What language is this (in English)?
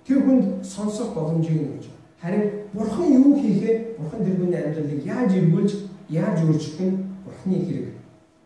Mongolian